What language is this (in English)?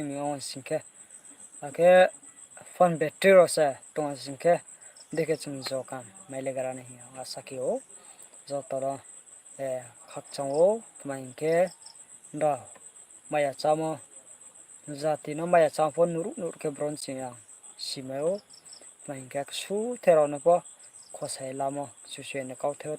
Riang (India)